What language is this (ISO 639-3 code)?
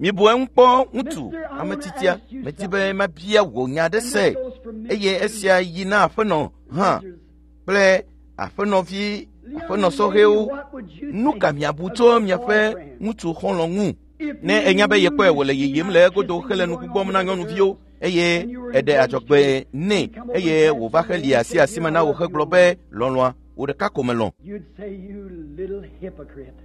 ewe